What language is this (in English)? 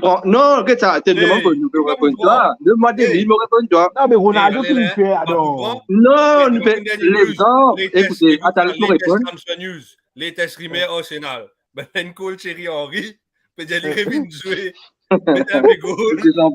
Morisyen